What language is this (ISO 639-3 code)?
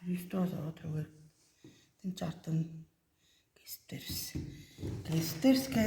tyv